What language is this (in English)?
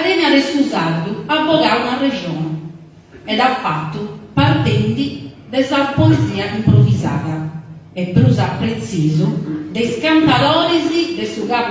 Sardinian